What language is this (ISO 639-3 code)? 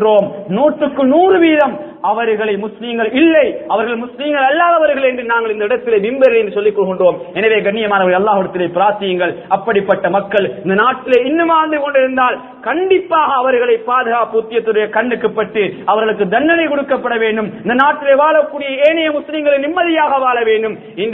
tam